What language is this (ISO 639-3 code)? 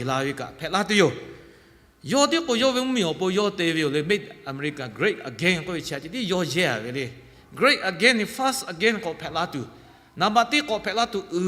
lhu